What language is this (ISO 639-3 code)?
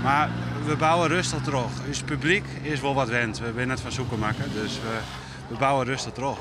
fry